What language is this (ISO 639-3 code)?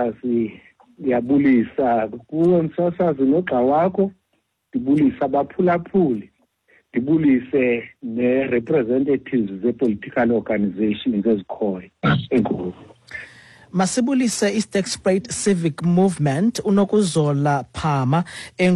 xho